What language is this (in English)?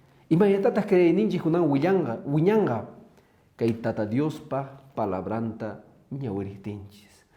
Quechua